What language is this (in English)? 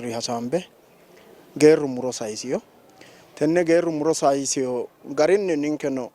Sidamo